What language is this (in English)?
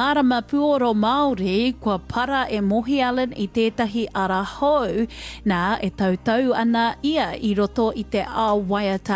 Māori